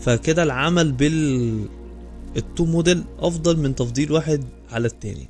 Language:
Egyptian Arabic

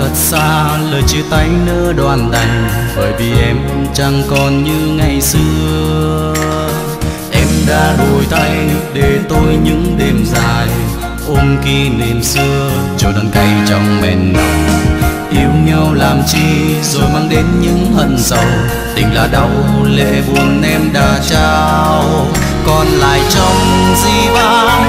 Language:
Vietnamese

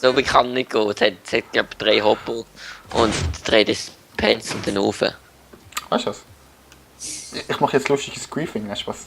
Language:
Swiss German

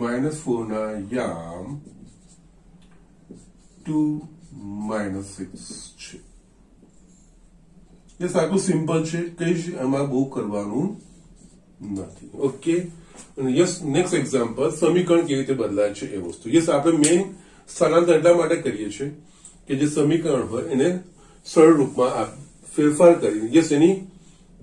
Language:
Gujarati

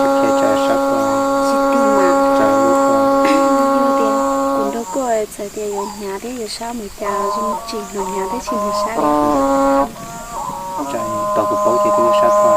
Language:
Hmong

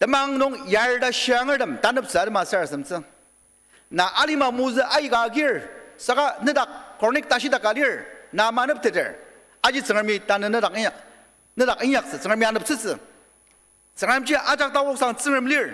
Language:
Ao Naga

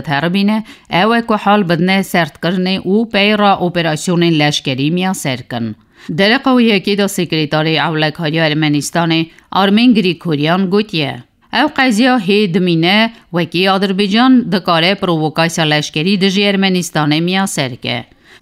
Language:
Kurdish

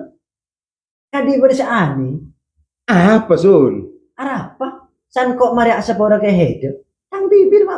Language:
Madurese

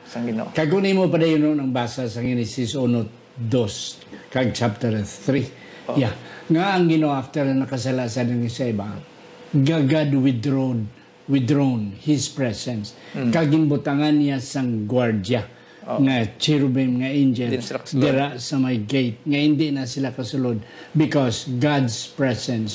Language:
Hiligaynon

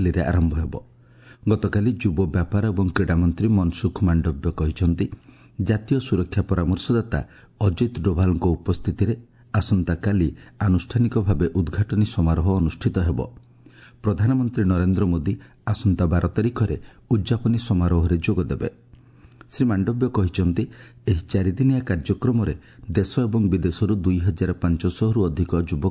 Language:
Odia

